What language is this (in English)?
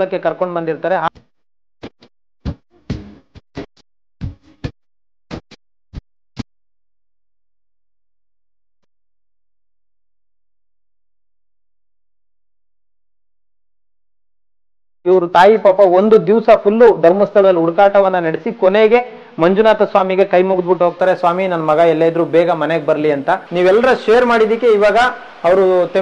Kannada